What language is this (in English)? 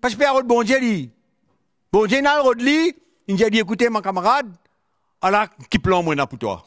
Morisyen